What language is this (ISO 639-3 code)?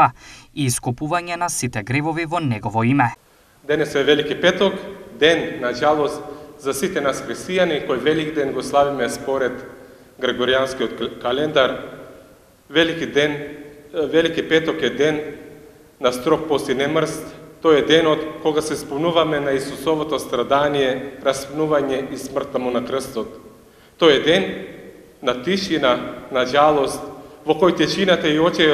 mkd